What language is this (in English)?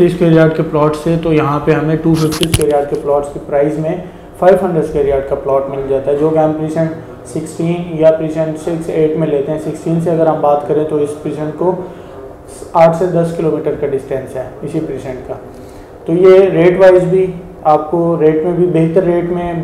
Hindi